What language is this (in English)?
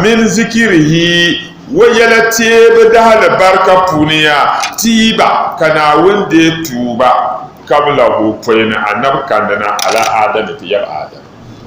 Dagbani